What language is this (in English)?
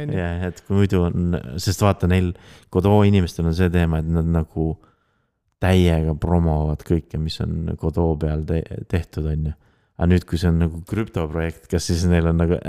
Estonian